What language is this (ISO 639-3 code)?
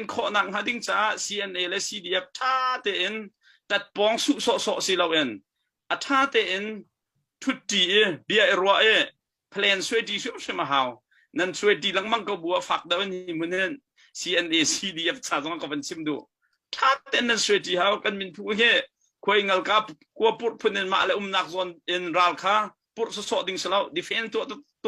cnh